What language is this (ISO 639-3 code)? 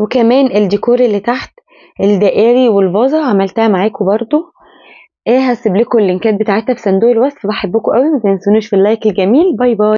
arz